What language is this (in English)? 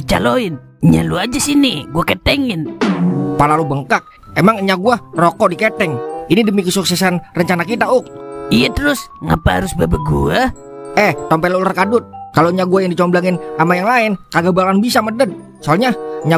Betawi